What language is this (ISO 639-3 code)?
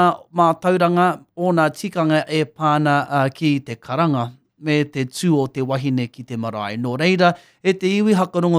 mri